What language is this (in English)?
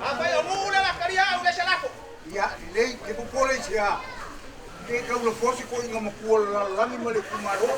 Samoan